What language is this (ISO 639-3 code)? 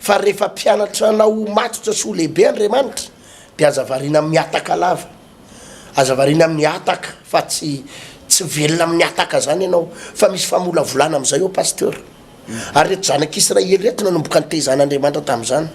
mlg